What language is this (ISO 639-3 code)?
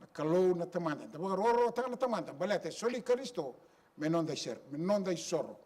fij